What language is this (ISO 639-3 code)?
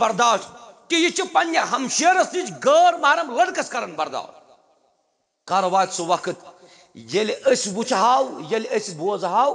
kas